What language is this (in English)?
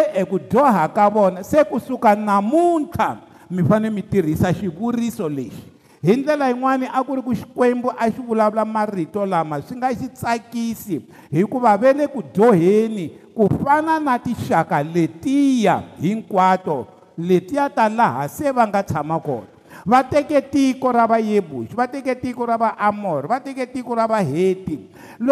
Tsonga